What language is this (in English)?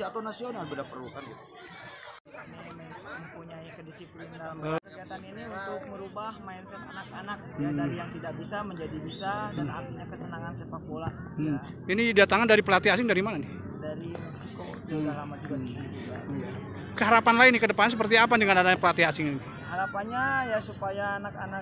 Indonesian